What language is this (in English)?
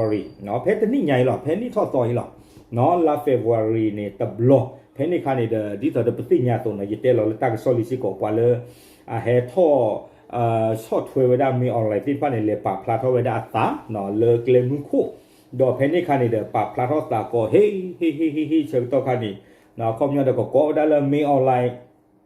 S'gaw Karen